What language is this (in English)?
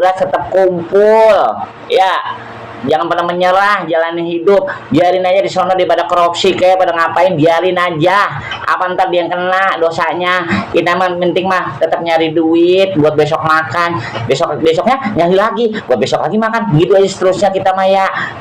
Betawi